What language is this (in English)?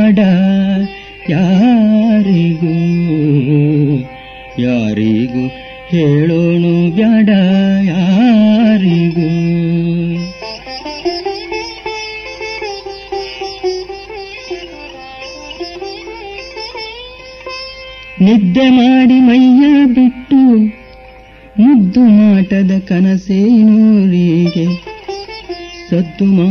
Kannada